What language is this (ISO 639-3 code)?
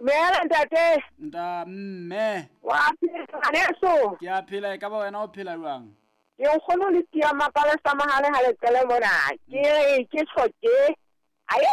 sot